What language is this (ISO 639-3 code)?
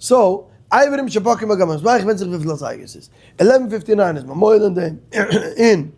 yid